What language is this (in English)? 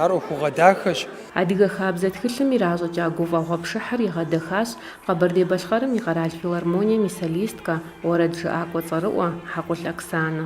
Kabardian